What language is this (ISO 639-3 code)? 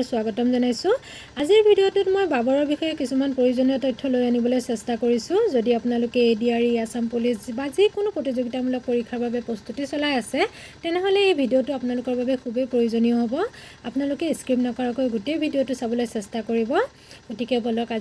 asm